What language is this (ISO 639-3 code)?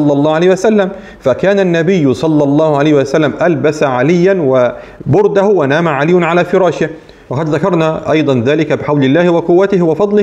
ara